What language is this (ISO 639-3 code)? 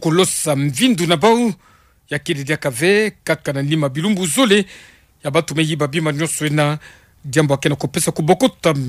ktu